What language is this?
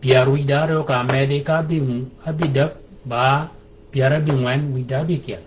Shilluk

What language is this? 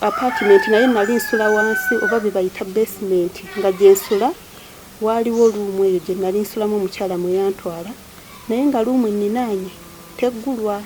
Ganda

